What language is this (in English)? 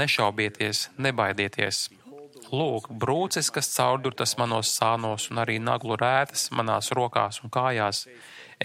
Latvian